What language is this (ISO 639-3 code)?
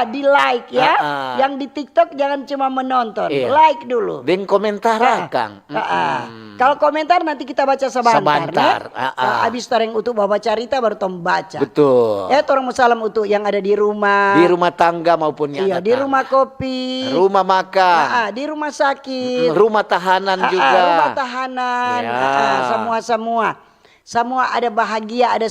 xmm